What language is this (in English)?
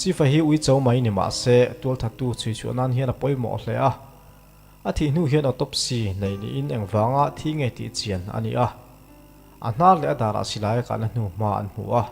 Mizo